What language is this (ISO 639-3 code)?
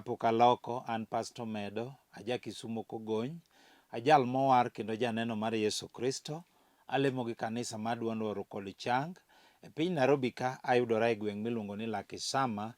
luo